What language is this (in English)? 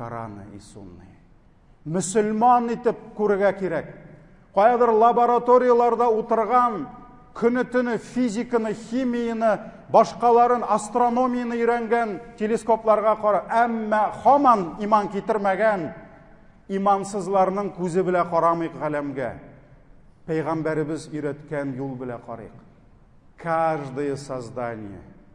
Tatar